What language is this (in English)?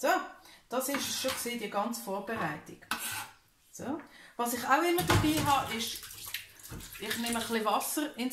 Swiss German